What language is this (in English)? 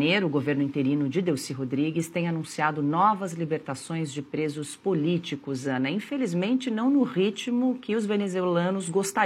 Portuguese